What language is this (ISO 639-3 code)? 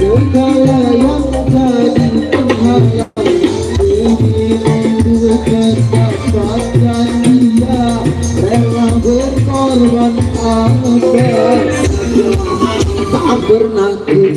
sas